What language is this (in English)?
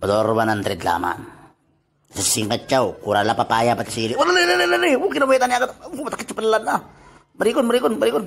Itawit